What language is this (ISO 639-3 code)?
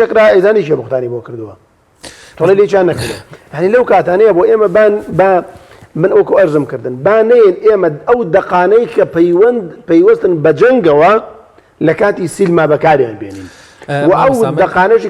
ckb